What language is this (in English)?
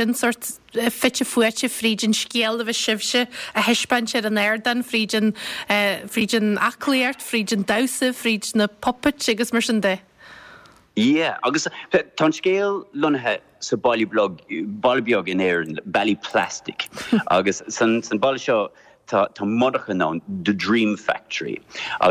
Irish